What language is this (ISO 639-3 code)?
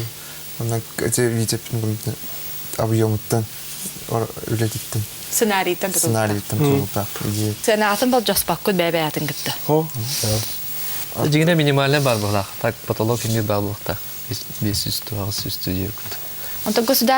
sah